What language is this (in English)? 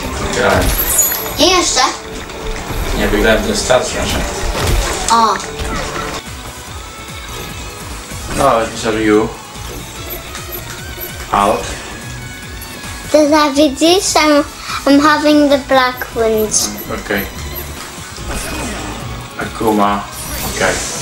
Polish